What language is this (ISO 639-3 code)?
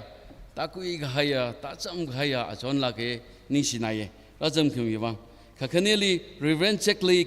nmf